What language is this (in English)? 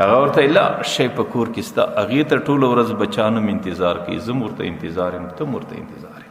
Pashto